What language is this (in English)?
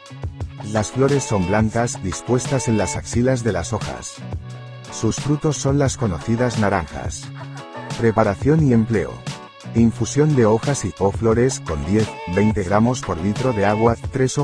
Spanish